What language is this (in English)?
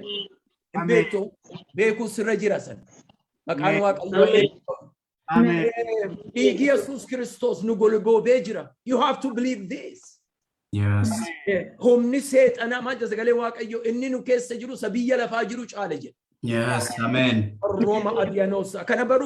Oromo